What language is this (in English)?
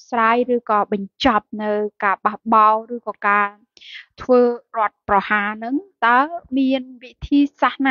Khmer